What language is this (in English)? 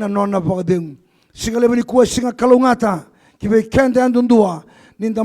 Fijian